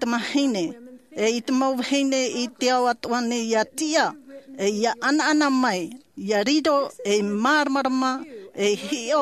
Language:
Tahitian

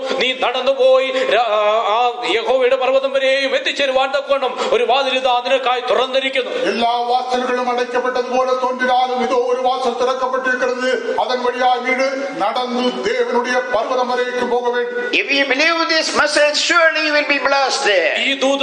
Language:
Malayalam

